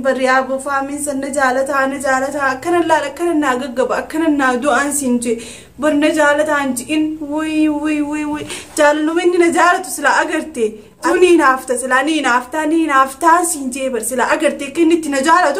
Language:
Oromo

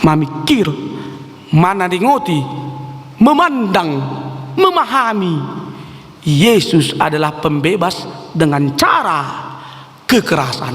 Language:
Batak Toba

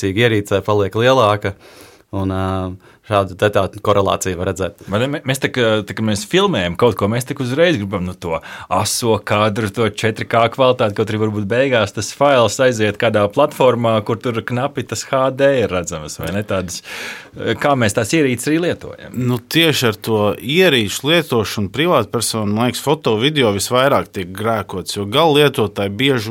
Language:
Latvian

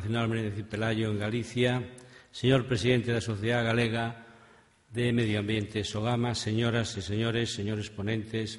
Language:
Galician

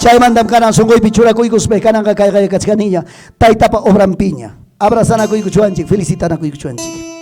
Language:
Ayacucho Quechua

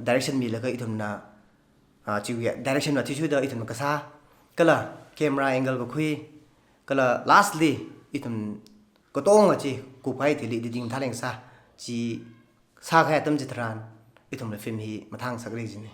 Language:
Tangkhul Naga (India)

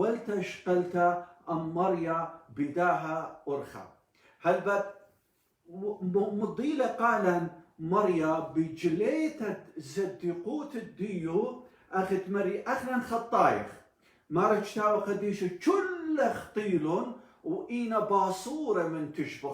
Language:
Assyrian Neo-Aramaic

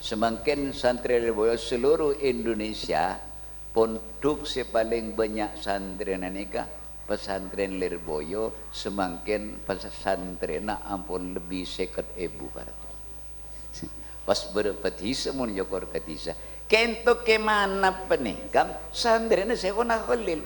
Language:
Madurese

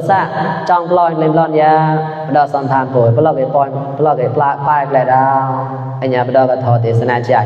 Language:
Mon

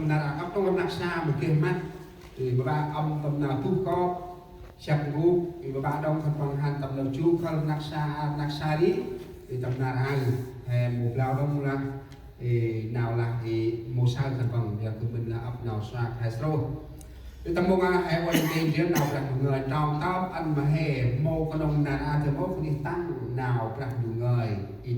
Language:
Central Mnong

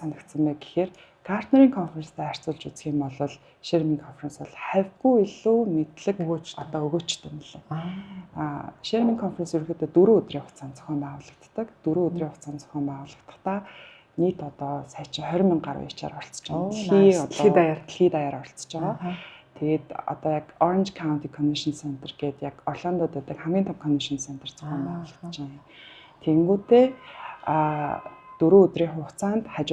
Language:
Mongolian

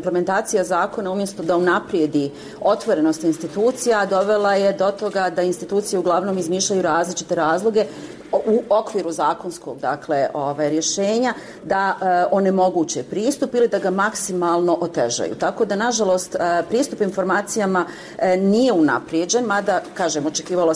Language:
Bosnian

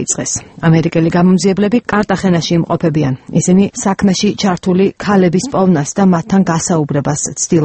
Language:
Georgian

